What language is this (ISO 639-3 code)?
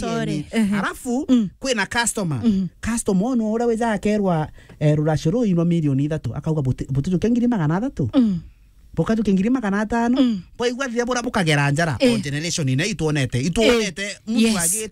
mer